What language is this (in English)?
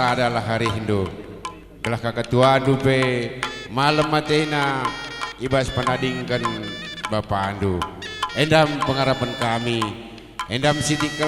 Batak Karo